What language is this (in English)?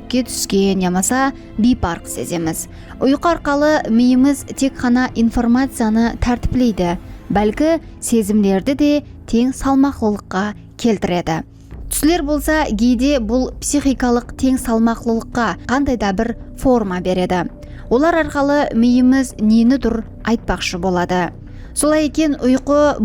Kara-Kalpak